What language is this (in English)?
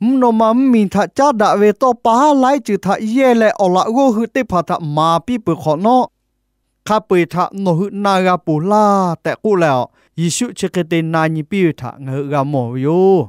Lahu